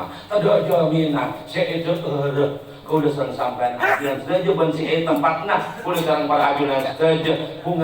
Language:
Madurese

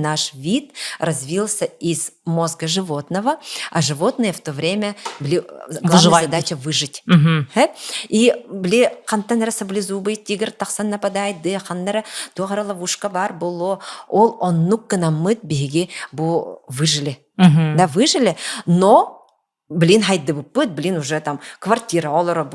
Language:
Yakut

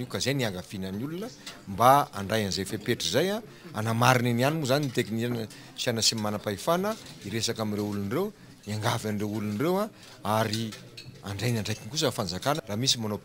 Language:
Malagasy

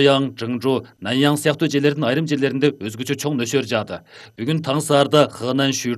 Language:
Kyrgyz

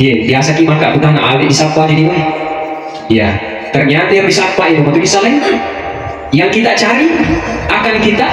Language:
Buginese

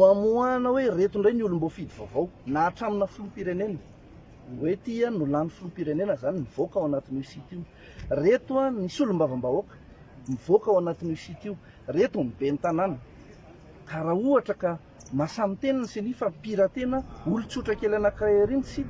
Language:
Malagasy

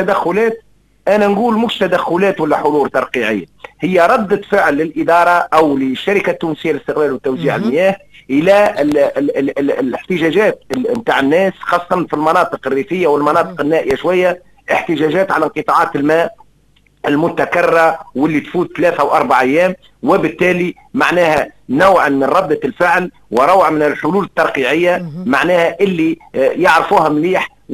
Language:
Tunisian Arabic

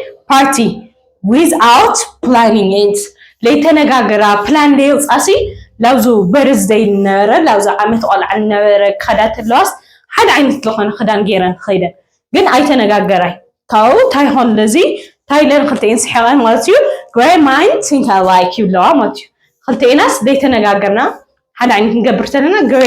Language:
Tigrinya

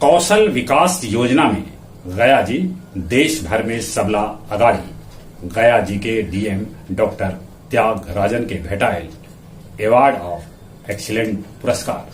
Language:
Magahi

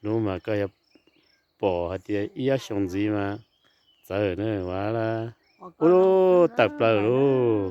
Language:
Hmong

